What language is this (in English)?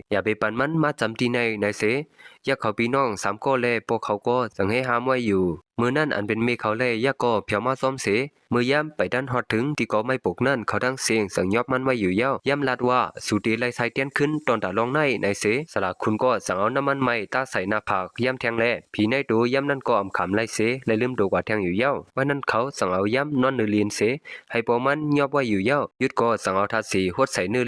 Shan